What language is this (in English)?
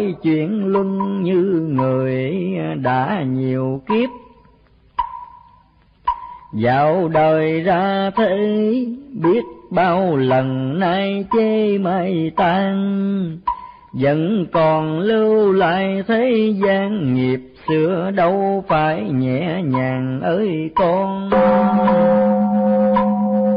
Vietnamese